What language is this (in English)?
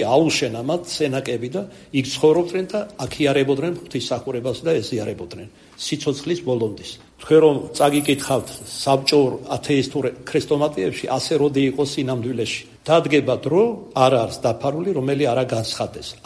Georgian